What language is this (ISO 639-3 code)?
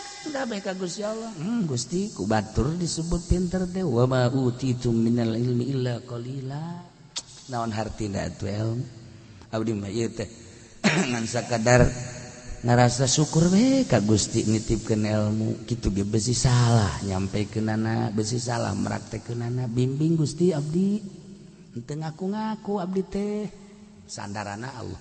sun